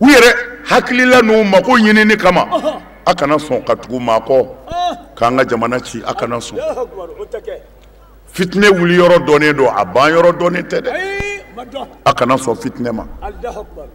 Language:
Bambara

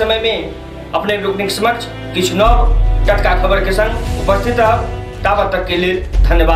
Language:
Maithili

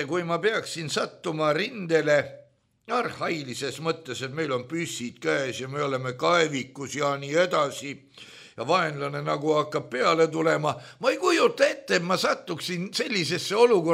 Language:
Estonian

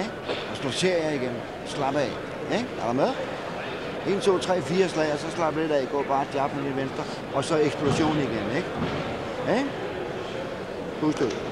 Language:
Danish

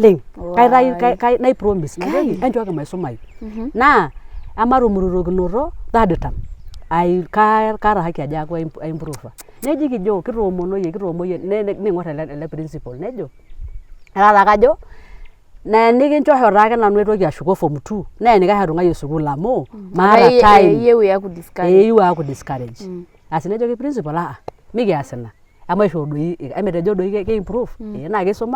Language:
Masai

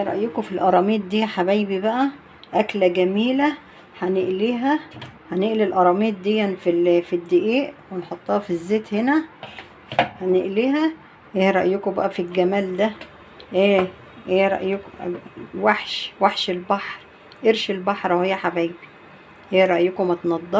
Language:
Egyptian Arabic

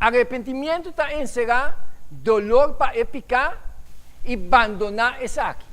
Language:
Papiamento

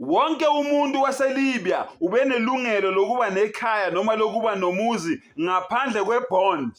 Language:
Zulu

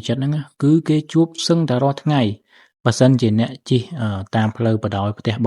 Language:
Khmer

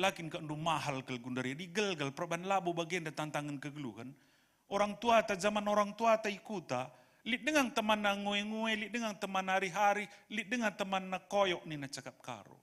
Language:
Batak Karo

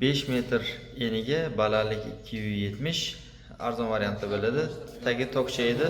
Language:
Uzbek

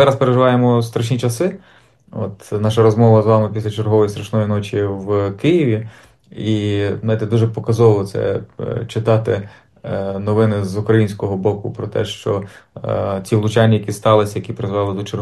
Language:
Ukrainian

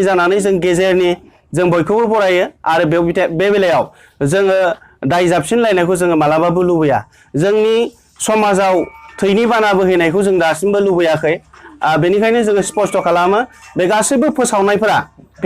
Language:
Bodo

